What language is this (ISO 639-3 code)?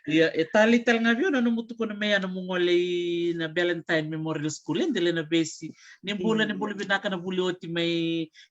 fij